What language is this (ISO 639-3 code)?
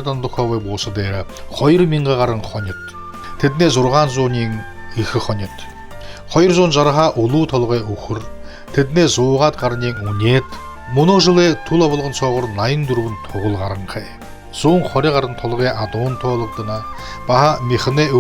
bua